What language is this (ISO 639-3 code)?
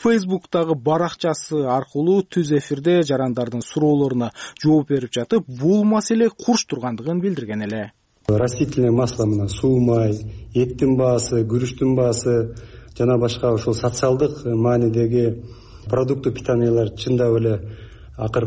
kir